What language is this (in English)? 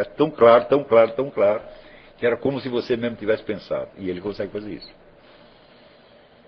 Portuguese